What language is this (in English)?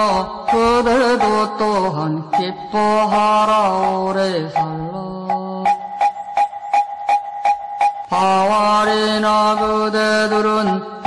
Korean